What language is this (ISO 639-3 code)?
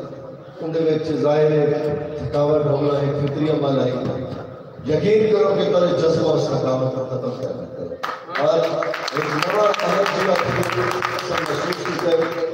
skr